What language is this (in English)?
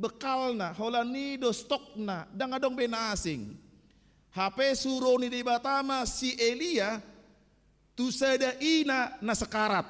Batak Toba